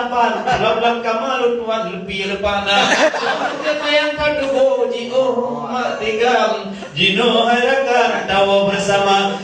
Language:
Achinese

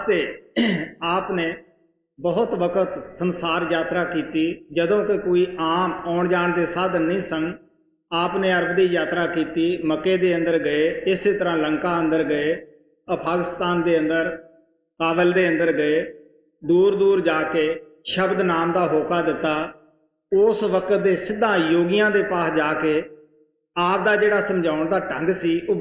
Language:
Punjabi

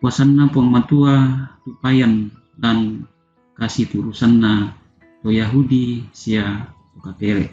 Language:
Toraja-Sa'dan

